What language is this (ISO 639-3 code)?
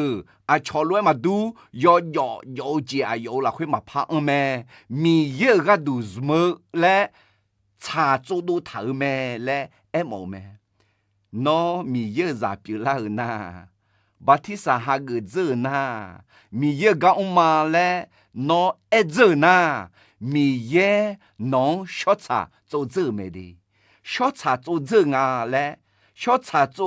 ahk